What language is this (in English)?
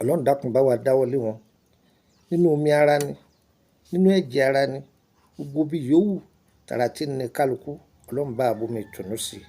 Yoruba